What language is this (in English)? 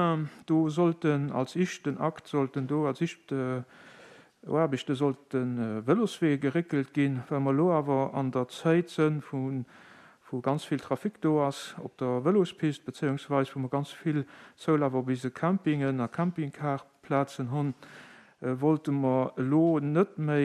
Luxembourgish